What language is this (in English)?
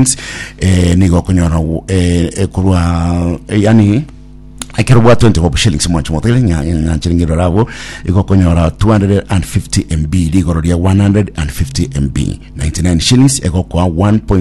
Gusii